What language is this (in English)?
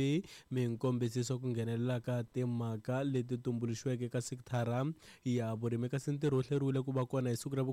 Tsonga